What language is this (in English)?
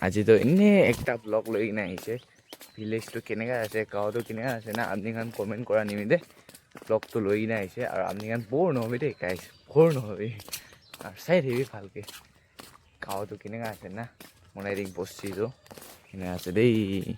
Naga Pidgin